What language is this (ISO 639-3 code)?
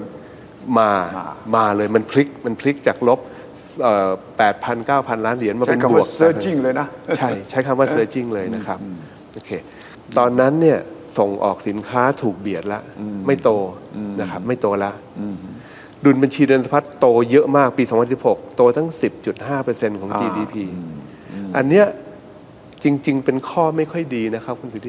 tha